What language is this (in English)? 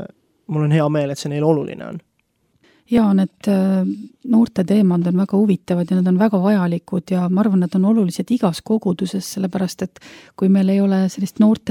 Estonian